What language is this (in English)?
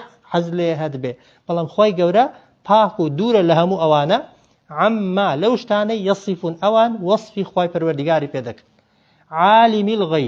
Central Kurdish